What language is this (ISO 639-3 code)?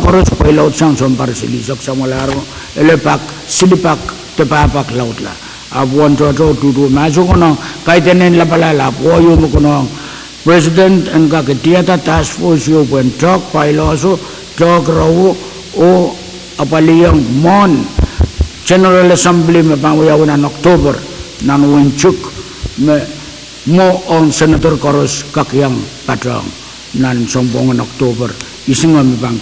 pon